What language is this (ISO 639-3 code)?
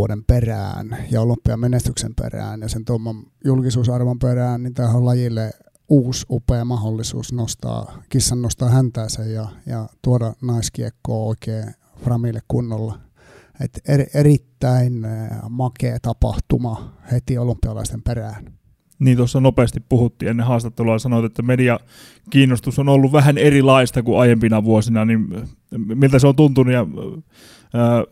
fin